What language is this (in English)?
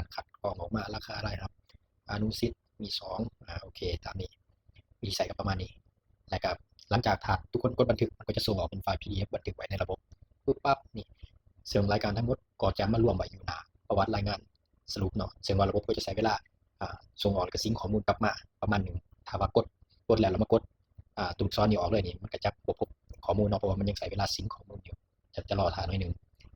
Lao